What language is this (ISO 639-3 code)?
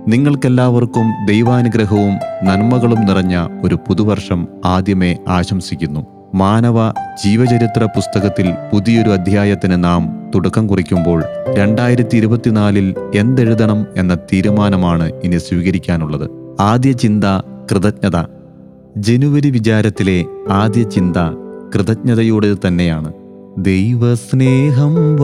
mal